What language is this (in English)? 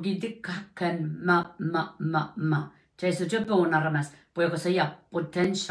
Pohnpeian